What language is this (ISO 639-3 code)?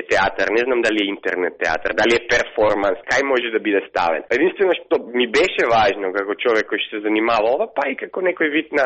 mkd